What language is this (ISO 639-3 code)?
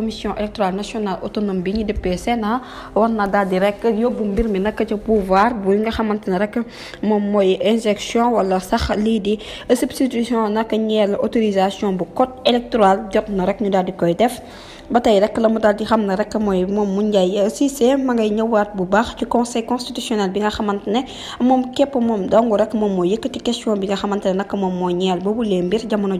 wol